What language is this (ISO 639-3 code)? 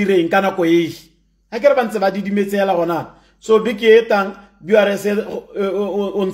tsn